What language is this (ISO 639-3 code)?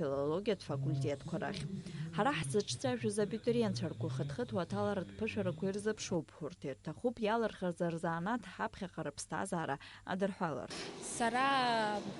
abk